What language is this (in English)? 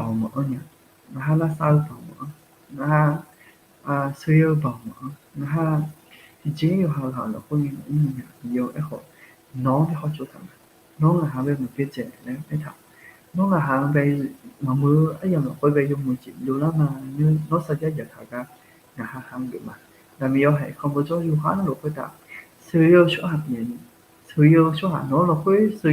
Akha